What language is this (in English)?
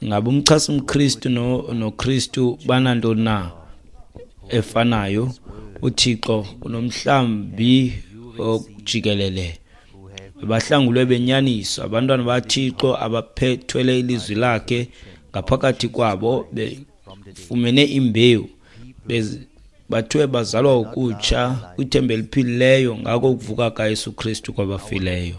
Xhosa